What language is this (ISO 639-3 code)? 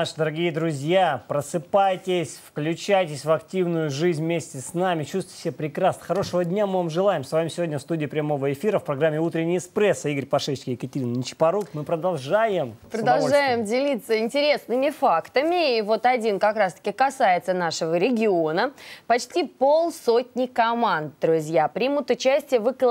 rus